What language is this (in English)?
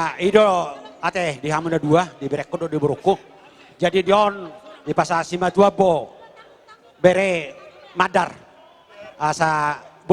Batak Toba